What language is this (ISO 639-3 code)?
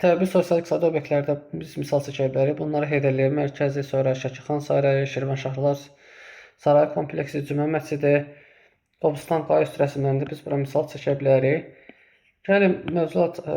aze